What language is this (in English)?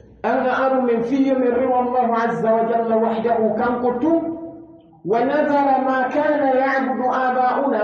Pular